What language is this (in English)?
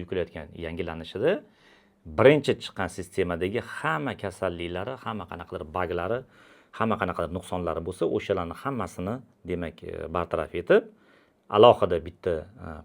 Uzbek